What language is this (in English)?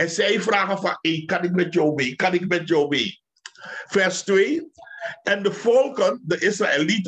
Dutch